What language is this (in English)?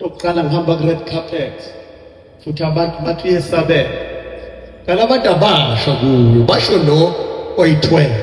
Zulu